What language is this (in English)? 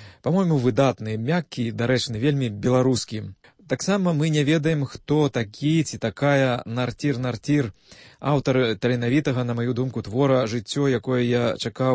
Belarusian